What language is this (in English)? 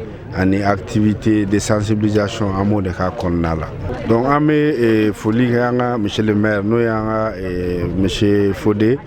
Bambara